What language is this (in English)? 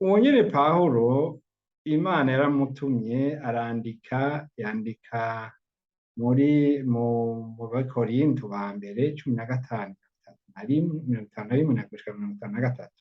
Rundi